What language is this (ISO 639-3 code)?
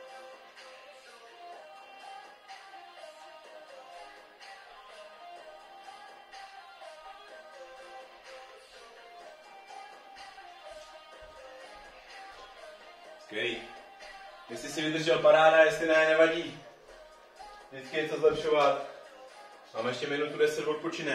ces